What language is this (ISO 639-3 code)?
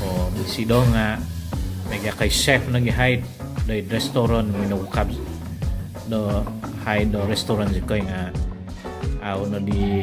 dtp